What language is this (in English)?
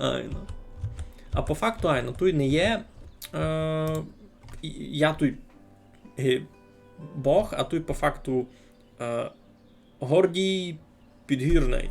Rusyn